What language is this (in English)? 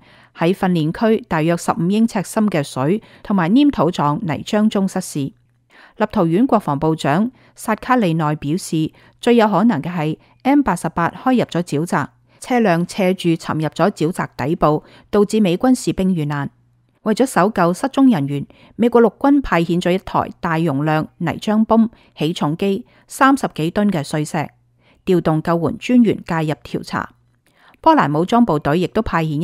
Cantonese